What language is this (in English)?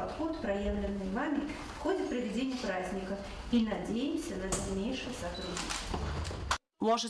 Ossetic